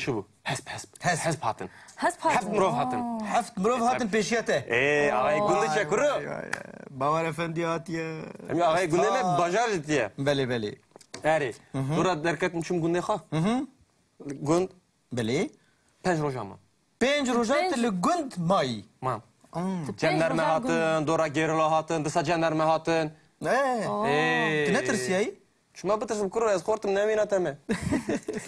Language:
Kurdish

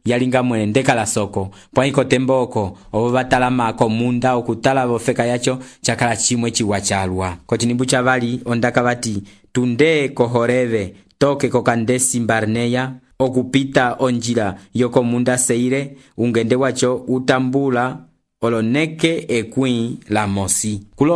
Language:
Umbundu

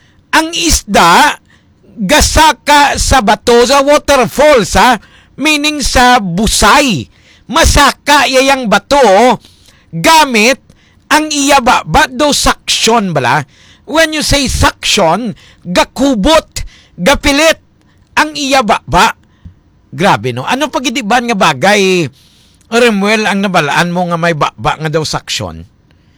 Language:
Hiligaynon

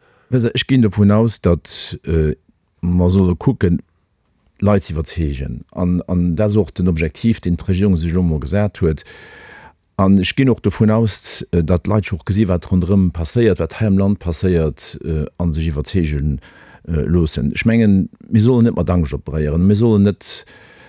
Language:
Luxembourgish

